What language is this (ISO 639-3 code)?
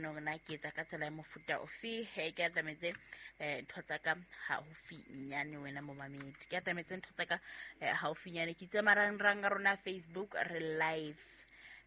sot